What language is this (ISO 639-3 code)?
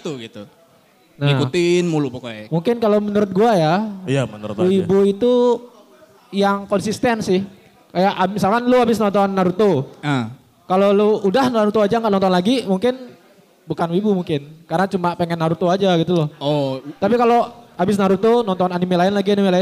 ind